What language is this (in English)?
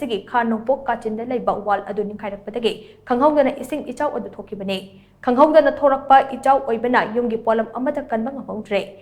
Manipuri